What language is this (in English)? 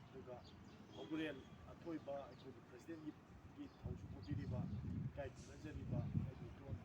Manipuri